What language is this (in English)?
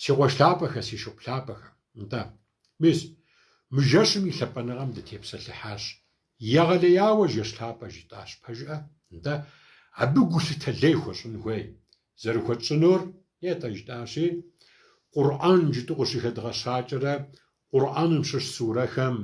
Kabardian